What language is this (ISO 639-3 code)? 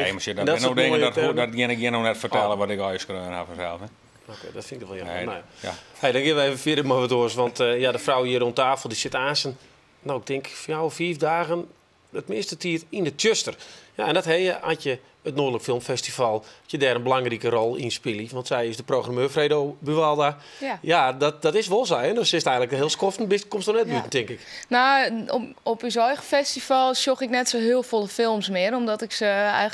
fry